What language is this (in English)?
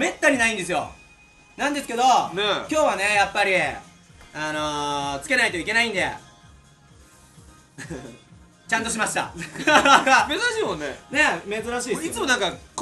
Japanese